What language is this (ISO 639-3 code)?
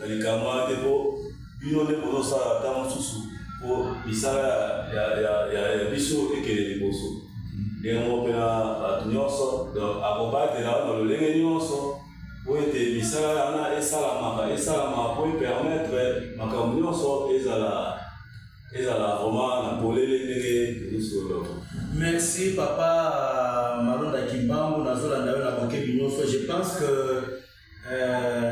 lin